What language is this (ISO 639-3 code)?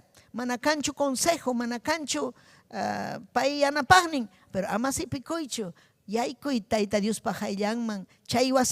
quy